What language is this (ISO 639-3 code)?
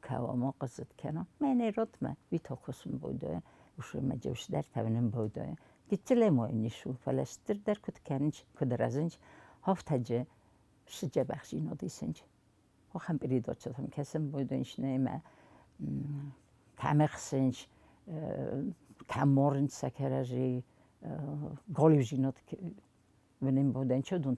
oss